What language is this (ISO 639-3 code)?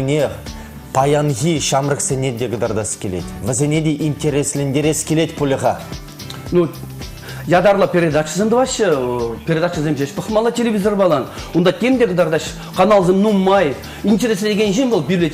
chv